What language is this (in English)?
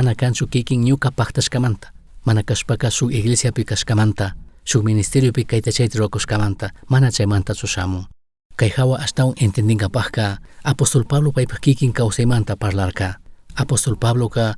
Chimborazo Highland Quichua